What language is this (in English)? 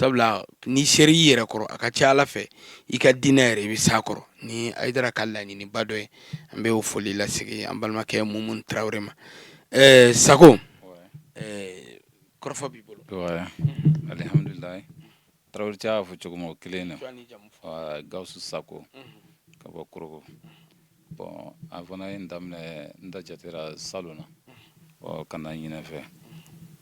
Bambara